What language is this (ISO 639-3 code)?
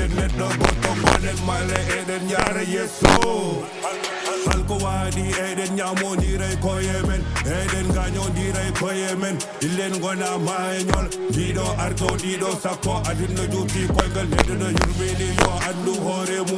ful